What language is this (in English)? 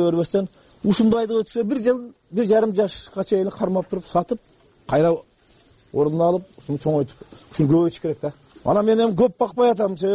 Kyrgyz